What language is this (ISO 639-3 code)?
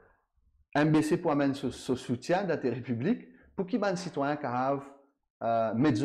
mfe